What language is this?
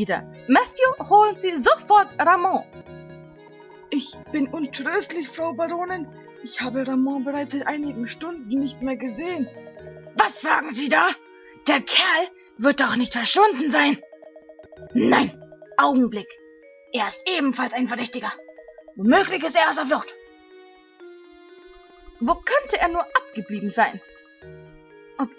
German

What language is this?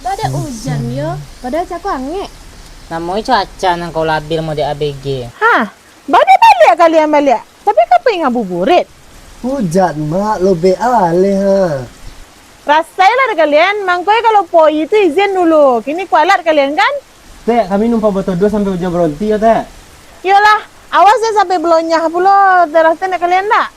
Minangkabau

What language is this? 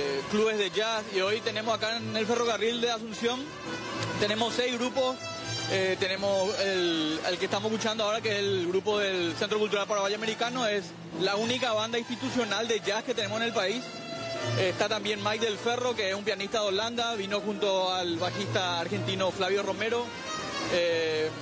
Spanish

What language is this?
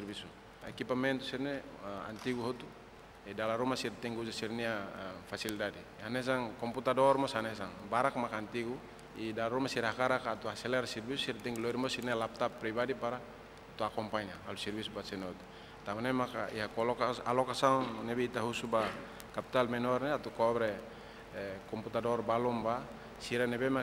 Tetum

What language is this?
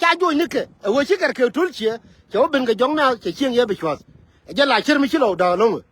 Nuer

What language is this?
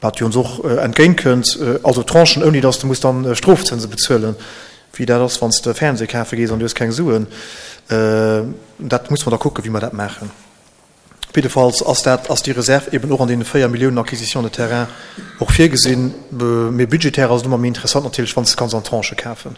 Luxembourgish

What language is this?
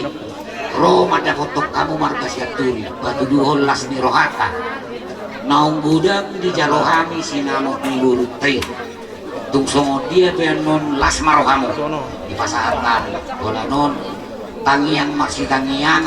Batak Toba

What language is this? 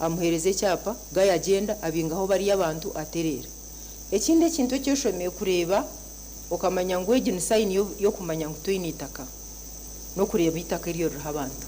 Nyankole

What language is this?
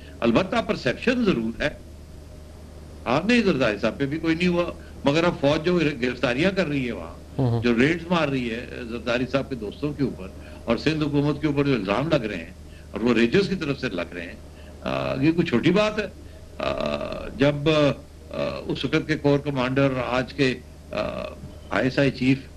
Urdu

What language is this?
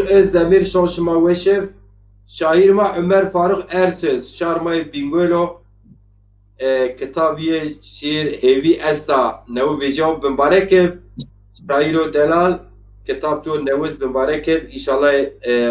Zaza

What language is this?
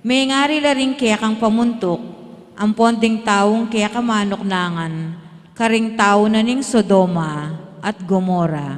Pampanga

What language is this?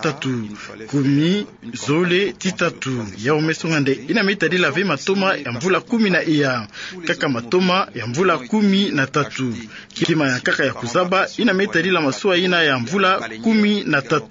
Kituba (Democratic Republic of Congo)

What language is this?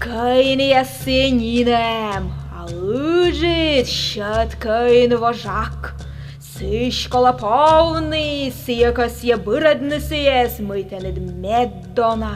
Komi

